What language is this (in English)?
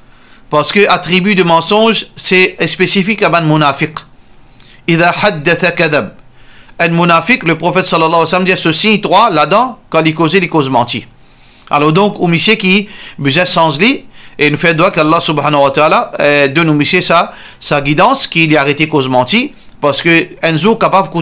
Morisyen